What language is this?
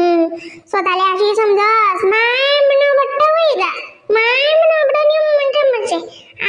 Khandesi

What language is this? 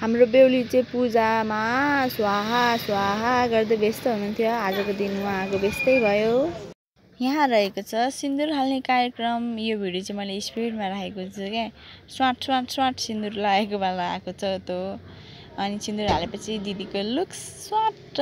Nepali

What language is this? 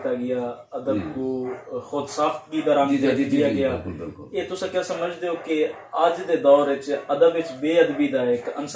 Saraiki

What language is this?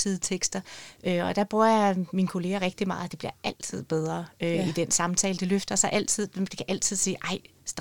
Danish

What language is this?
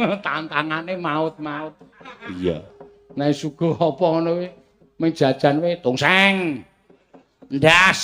Javanese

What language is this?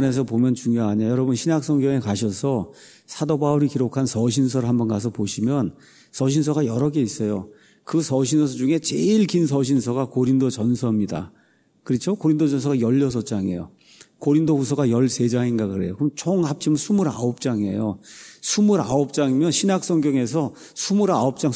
Korean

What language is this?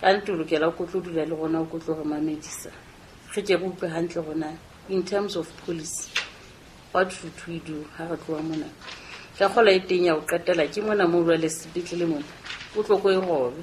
Southern Sotho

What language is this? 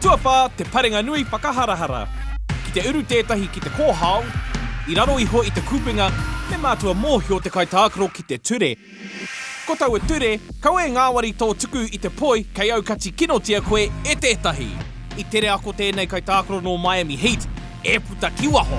Māori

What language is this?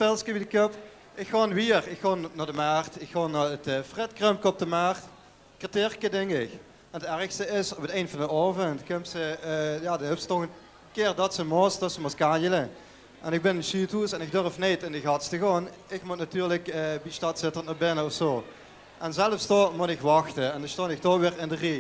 Limburgish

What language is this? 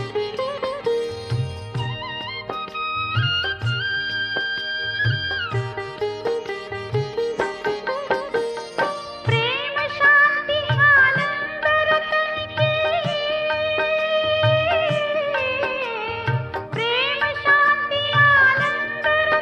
Hindi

